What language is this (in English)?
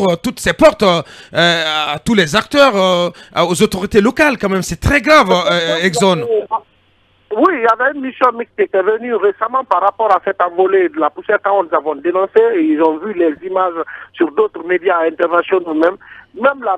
French